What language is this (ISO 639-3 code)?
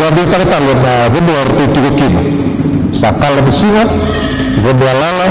fij